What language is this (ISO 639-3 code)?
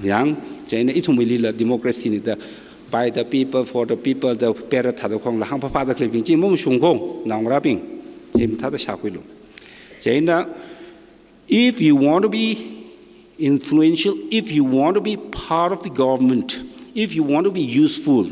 nmf